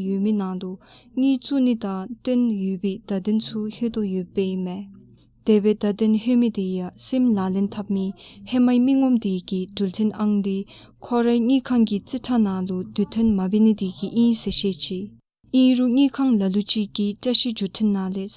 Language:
Dzongkha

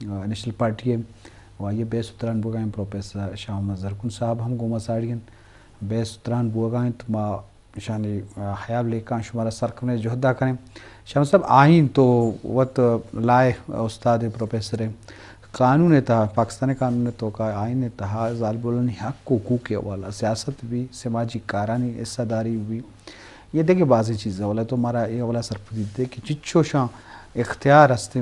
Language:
Eastern Balochi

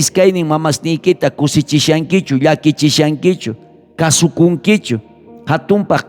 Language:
South Bolivian Quechua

